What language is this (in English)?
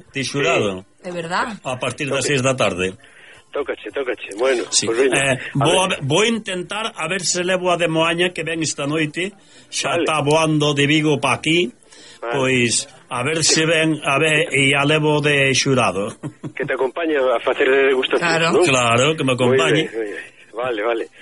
Galician